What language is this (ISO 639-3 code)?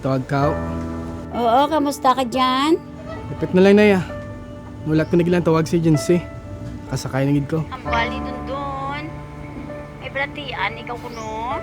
hil